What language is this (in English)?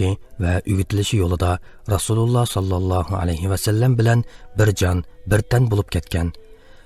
Uyghur